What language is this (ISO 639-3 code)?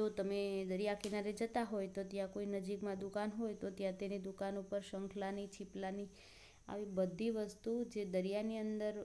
guj